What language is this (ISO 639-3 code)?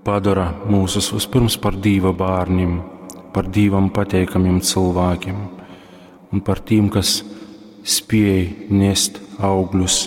ltg